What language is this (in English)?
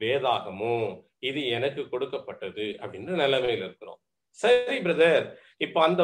Tamil